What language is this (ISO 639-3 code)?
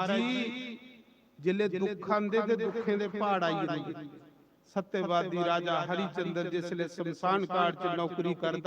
doi